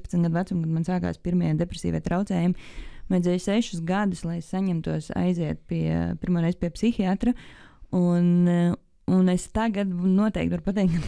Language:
Latvian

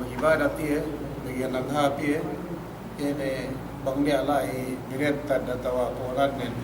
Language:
Yakan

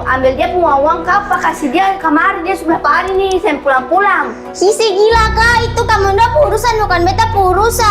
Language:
Ambonese Malay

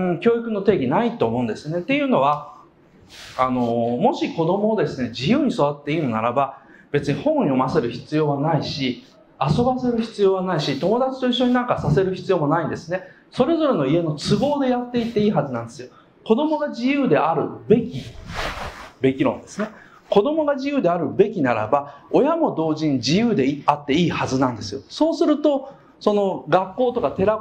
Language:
Japanese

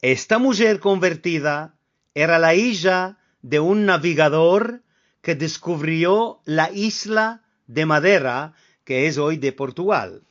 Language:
Ladino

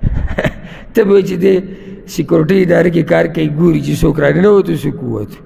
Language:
Pashto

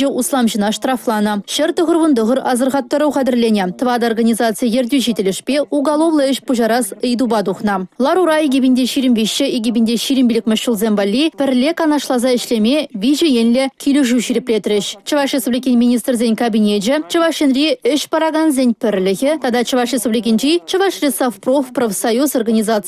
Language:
Chuvash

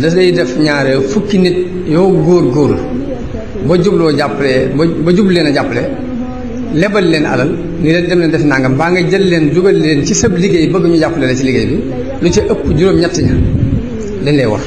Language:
Wolof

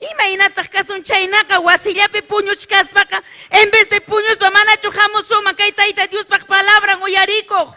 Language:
Ayacucho Quechua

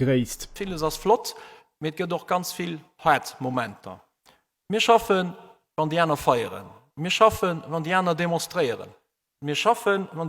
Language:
Luxembourgish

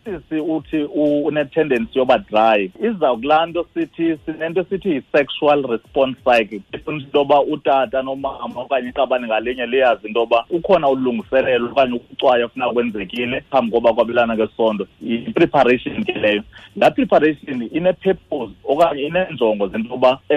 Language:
Xhosa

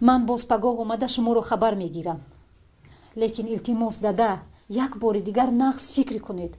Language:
Tajik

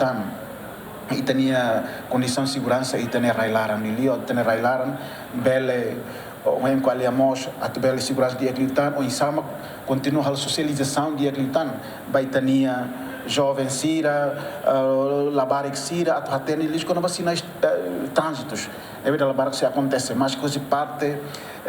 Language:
Tetum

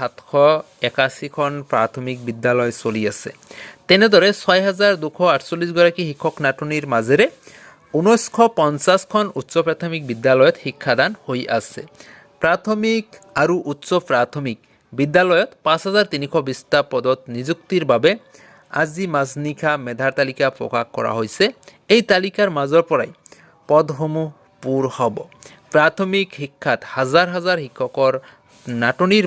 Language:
Assamese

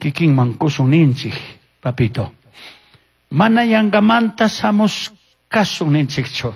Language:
Chimborazo Highland Quichua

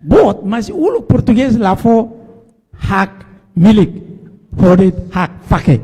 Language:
Tetum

